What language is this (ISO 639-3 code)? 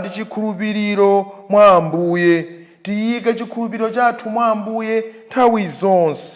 nya